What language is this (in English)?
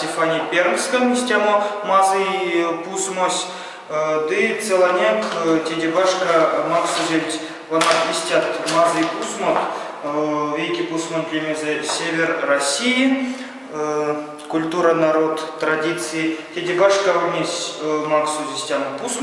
Erzya